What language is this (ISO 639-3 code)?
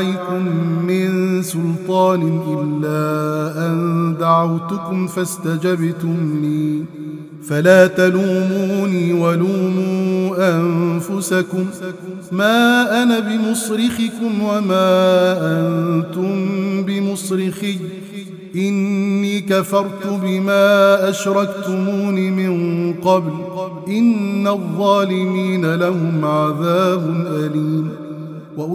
ara